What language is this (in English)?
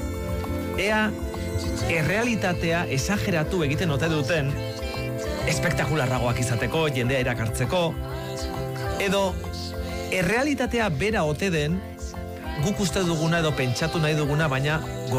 Basque